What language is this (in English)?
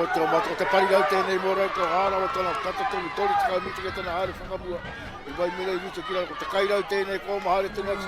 Māori